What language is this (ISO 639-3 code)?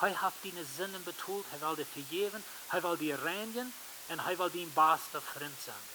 pdt